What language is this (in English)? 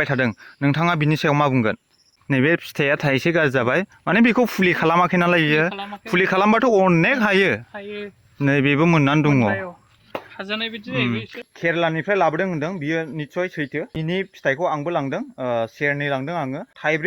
Bodo